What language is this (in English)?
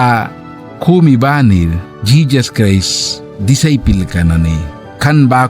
Mískito